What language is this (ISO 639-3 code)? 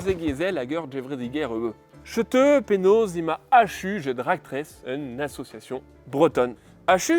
bre